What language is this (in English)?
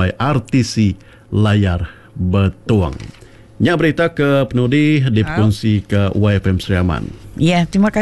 Iban